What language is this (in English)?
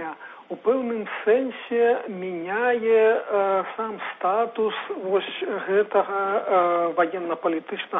Belarusian